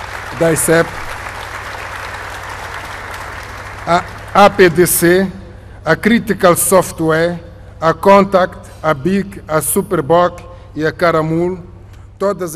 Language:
Portuguese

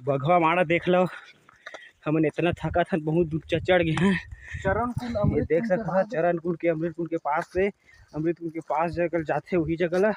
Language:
Chhattisgarhi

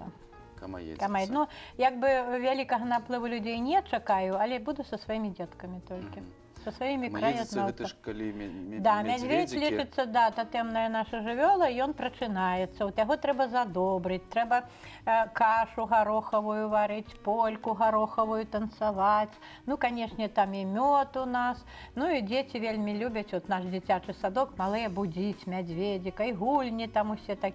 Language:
Belarusian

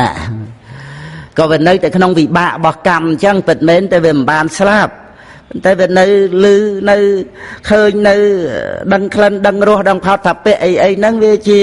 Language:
Khmer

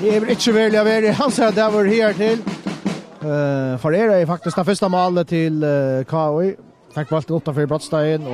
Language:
Faroese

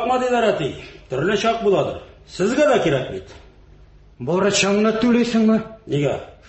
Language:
Tatar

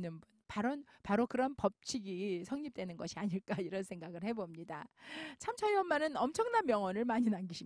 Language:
Korean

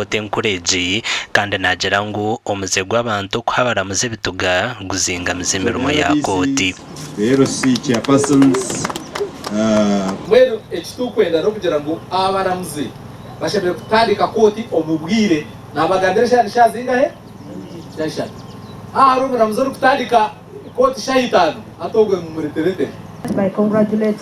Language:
Nyankole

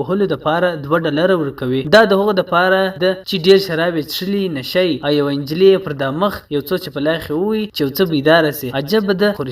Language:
Pashto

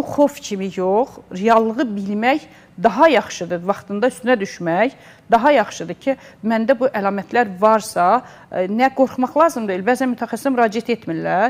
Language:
Azerbaijani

